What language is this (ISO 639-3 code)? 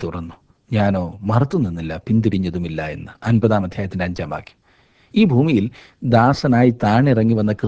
mal